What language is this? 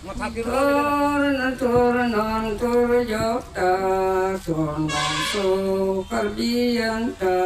Karbi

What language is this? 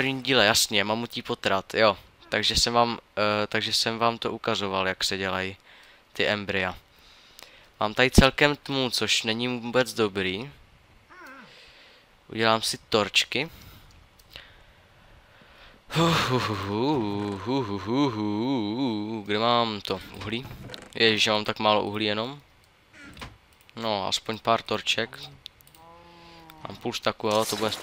Czech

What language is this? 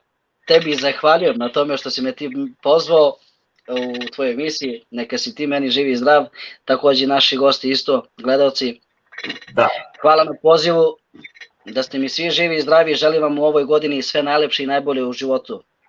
Balkan Romani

